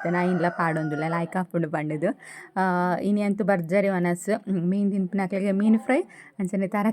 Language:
Tulu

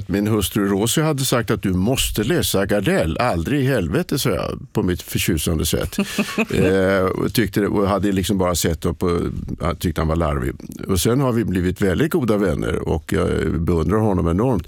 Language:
Swedish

